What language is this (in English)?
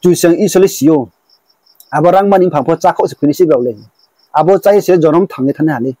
Riang (India)